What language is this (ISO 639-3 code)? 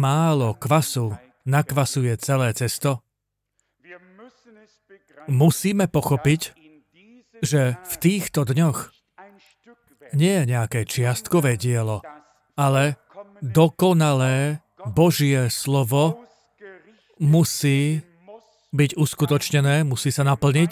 slk